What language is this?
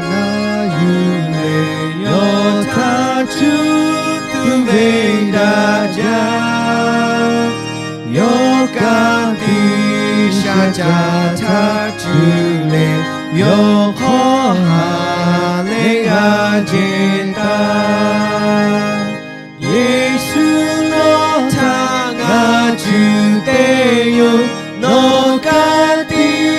Lahu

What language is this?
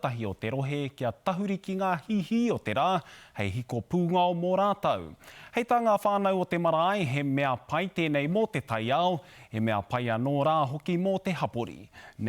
Māori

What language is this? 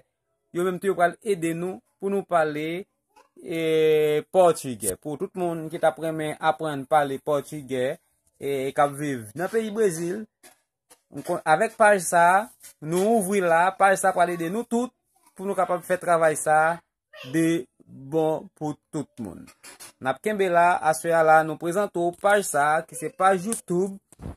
Haitian Creole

